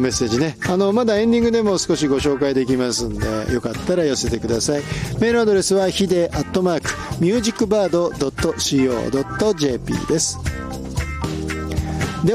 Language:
Japanese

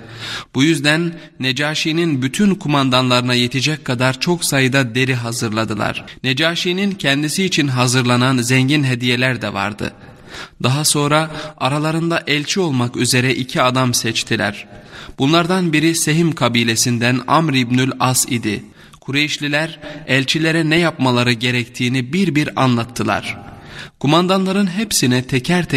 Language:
Turkish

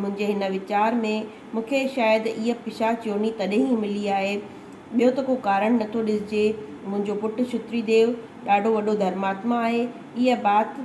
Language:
Sindhi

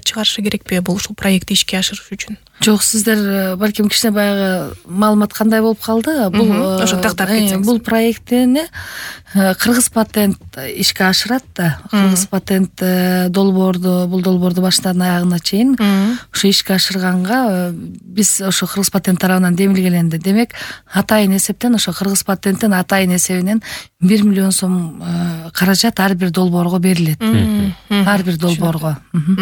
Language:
Kyrgyz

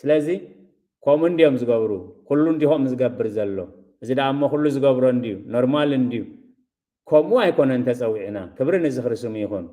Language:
Tigrinya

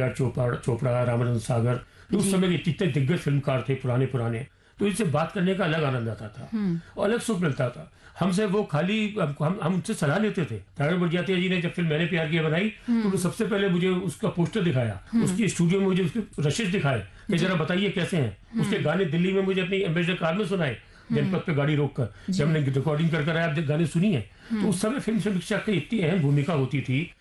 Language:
Hindi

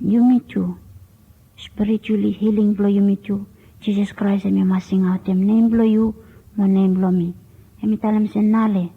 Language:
Bislama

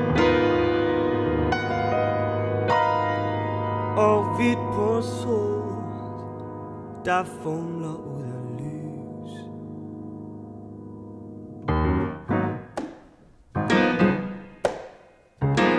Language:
Danish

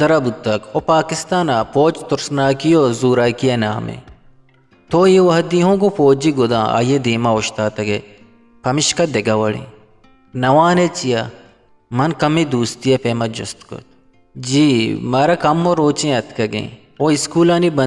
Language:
Eastern Balochi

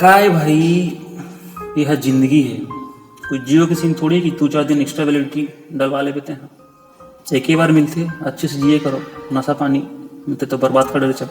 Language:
Chhattisgarhi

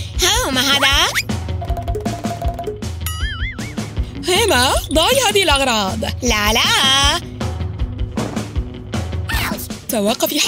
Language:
Arabic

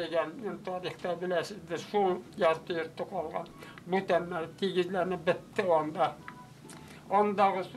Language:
Bashkir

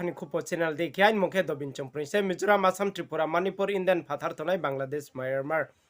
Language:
Riang (India)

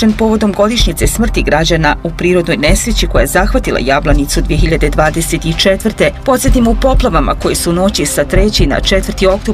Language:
Bosnian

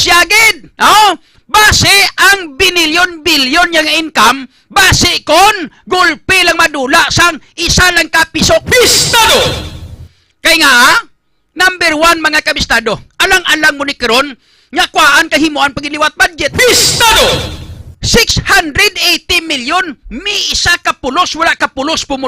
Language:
Hiligaynon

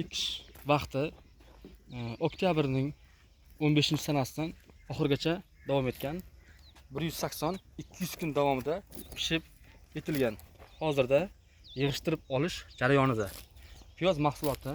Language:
Uzbek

